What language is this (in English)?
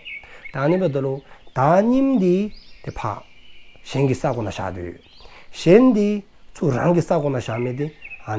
Dzongkha